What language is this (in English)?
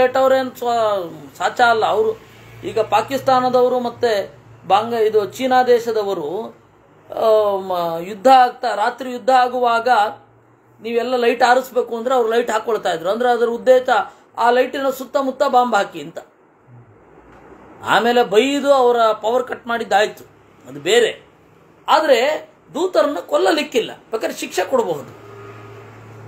Kannada